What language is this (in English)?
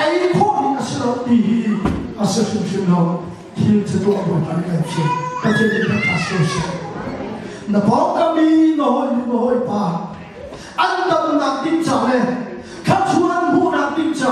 Hakha Chin